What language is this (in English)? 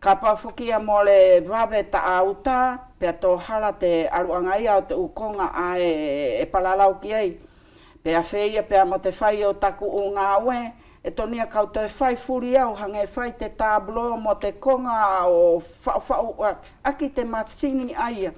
Wallisian